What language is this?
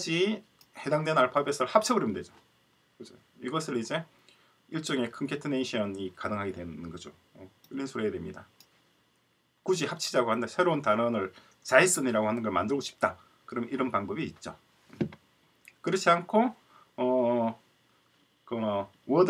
Korean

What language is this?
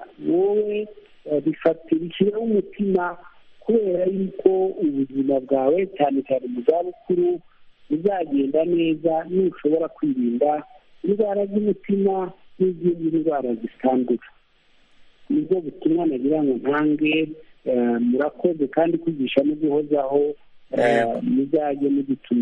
Kinyarwanda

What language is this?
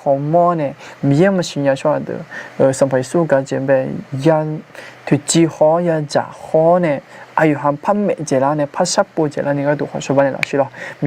Akha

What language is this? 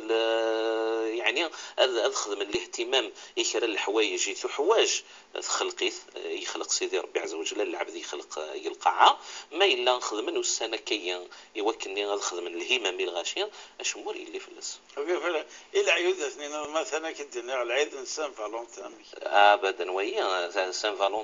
Moroccan Arabic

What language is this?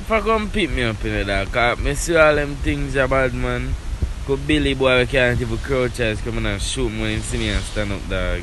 Jamaican Creole English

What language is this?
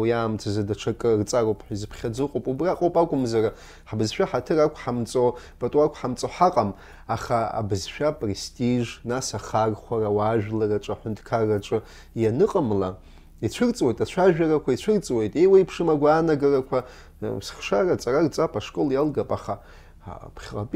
Abkhazian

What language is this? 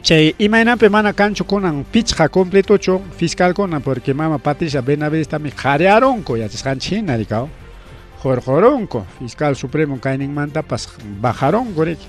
Ayacucho Quechua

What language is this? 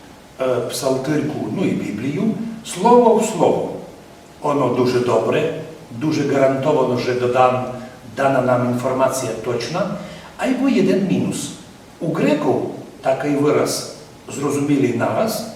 Rusyn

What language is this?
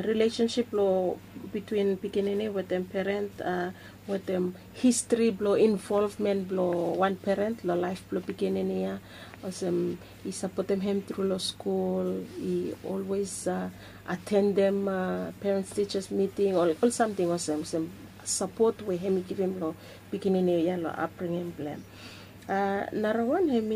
Bislama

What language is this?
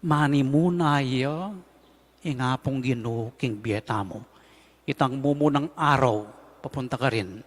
Pampanga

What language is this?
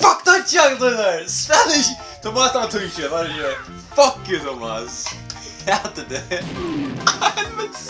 Faroese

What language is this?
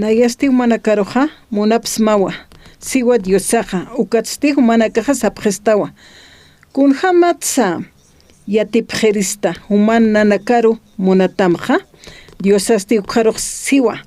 Aymara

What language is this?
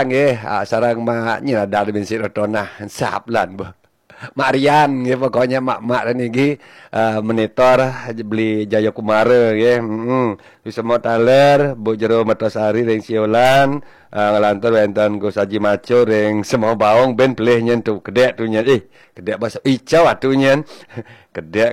Balinese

